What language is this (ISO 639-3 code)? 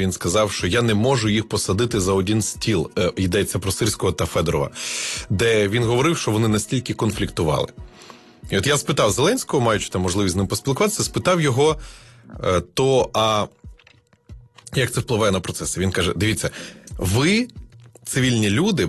ukr